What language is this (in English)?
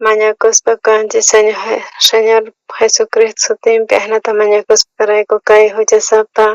South Bolivian Quechua